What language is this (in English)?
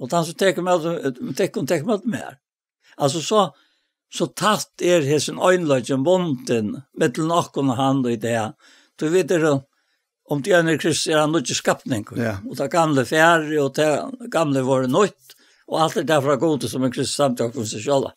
Faroese